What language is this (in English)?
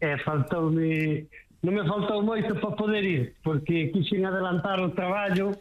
Galician